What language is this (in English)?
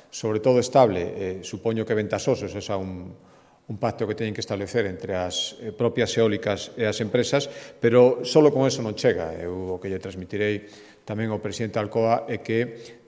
Galician